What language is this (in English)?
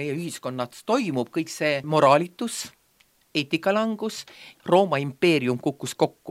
Estonian